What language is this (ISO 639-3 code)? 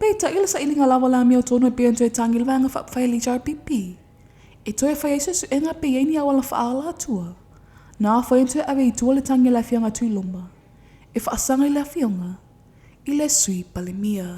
smo